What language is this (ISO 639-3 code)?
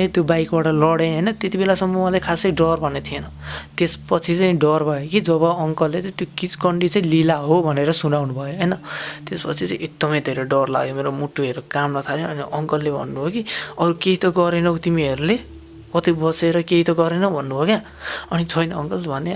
nep